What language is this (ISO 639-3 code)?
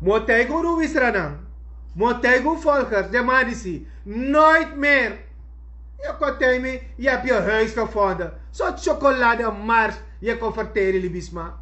srn